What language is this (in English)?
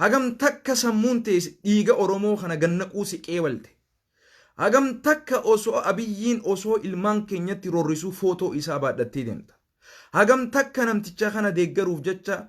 Oromo